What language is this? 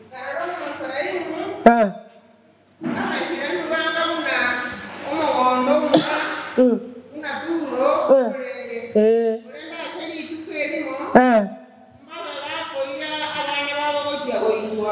Gusii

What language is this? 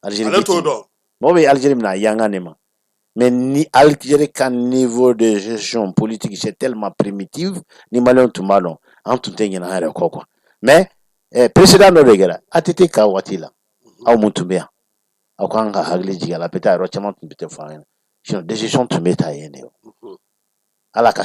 Bambara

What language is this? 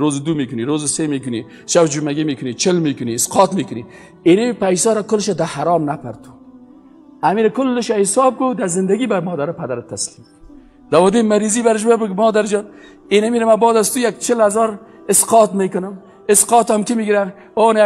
Persian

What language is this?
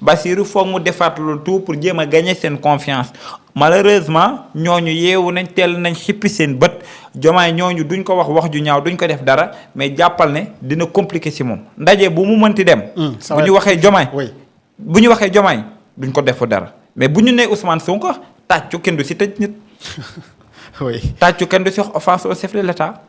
Wolof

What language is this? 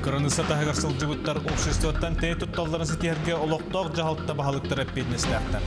Yakut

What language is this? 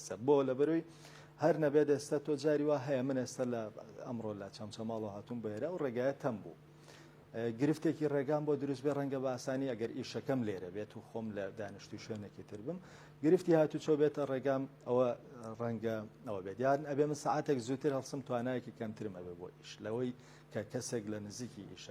Central Kurdish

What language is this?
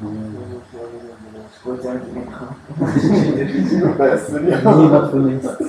Swiss German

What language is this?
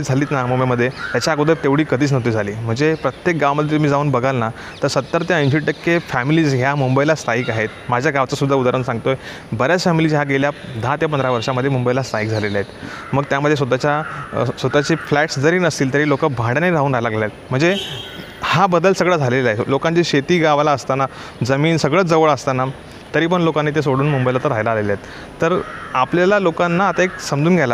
Marathi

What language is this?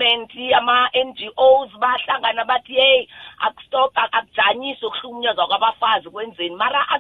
South Ndebele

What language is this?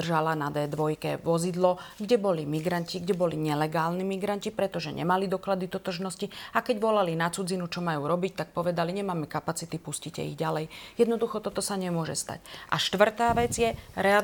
Slovak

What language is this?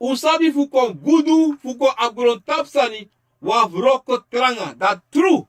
Sranan Tongo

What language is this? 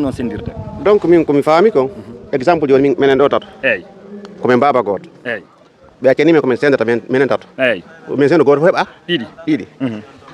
Fula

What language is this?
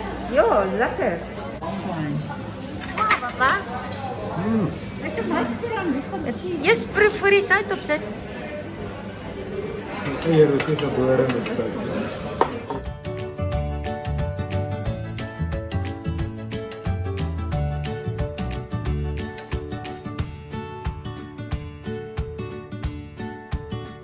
Afrikaans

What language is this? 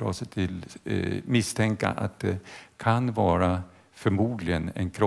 Swedish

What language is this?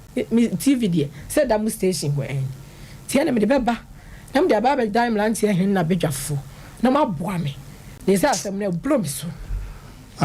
Akan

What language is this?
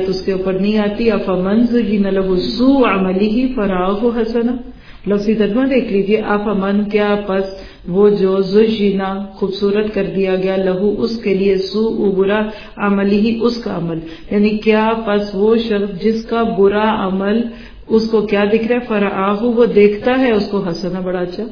Urdu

